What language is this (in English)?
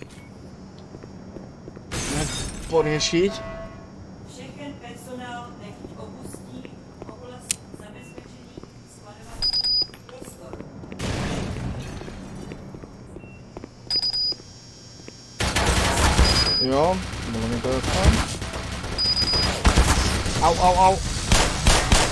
Slovak